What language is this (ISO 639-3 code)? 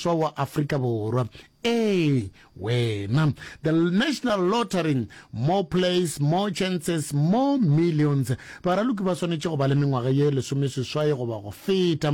nso